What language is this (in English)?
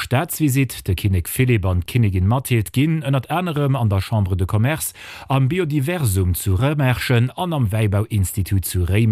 Luxembourgish